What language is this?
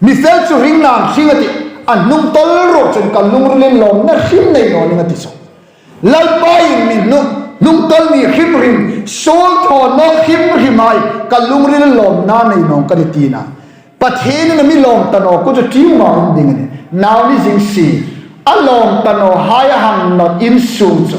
Hmar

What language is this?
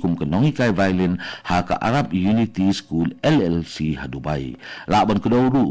Khasi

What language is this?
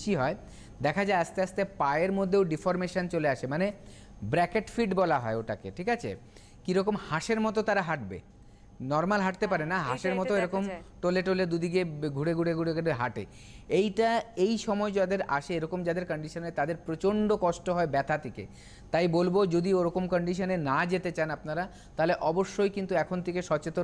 Bangla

